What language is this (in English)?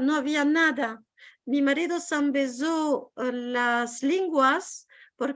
Ladino